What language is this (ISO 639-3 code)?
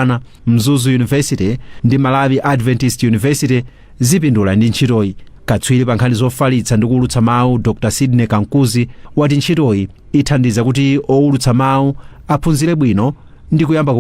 nya